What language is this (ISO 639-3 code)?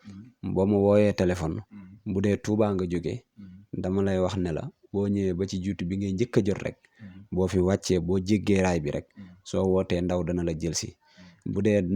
wol